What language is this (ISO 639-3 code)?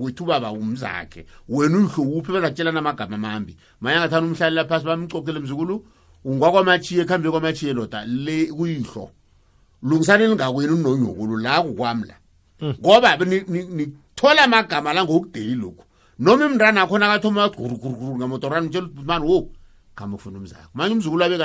nbl